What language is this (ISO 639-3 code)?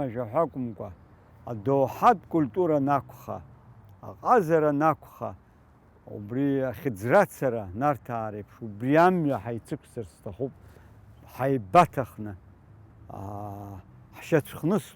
abk